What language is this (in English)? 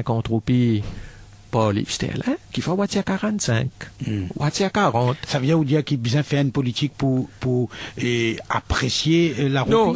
Morisyen